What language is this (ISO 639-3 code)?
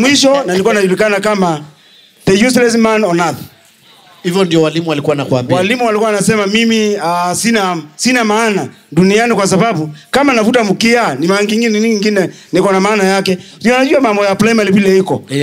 swa